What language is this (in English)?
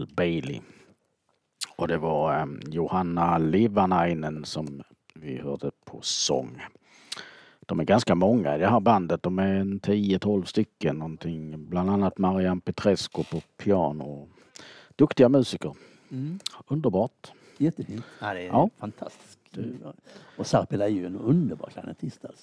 Swedish